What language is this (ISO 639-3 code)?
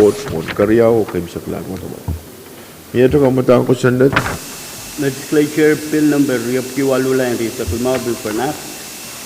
pon